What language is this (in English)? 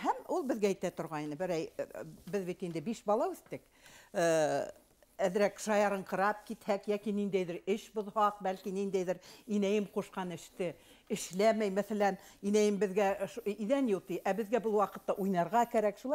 Bashkir